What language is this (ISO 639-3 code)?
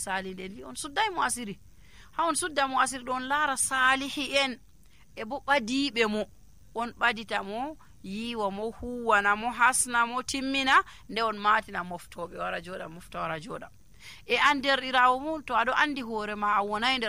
fuv